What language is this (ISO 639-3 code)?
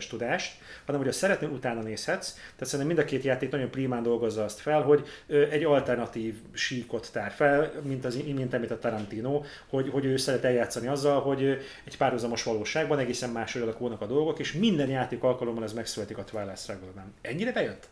hun